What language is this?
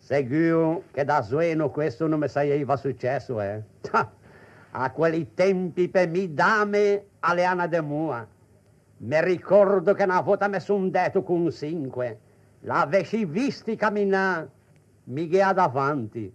Ligurian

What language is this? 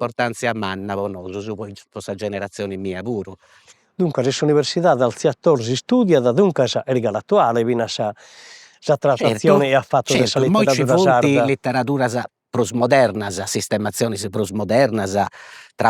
Sardinian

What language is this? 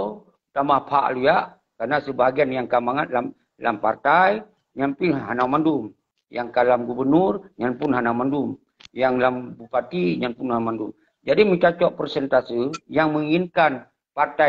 Achinese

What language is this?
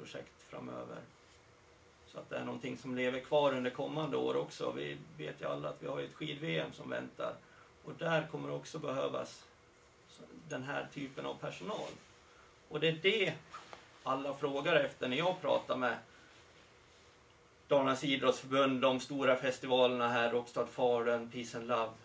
Swedish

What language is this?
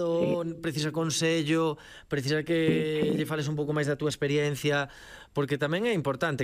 Galician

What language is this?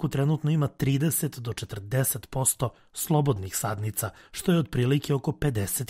Serbian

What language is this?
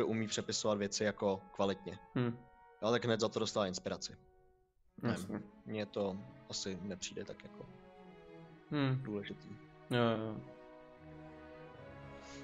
Czech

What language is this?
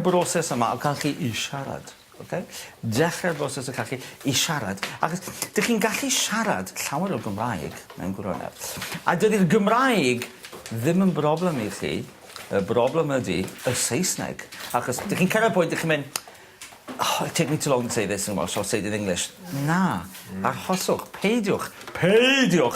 Welsh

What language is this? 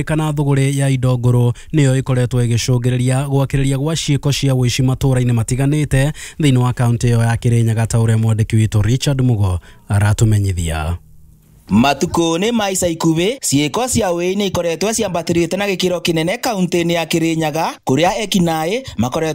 Kikuyu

